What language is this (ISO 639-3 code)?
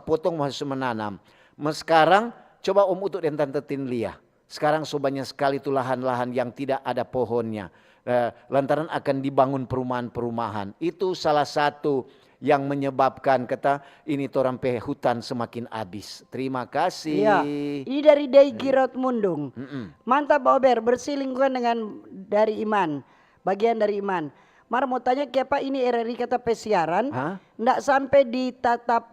xmm